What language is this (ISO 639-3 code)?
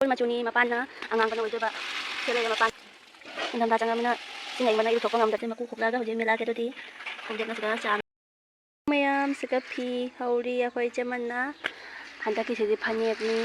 mni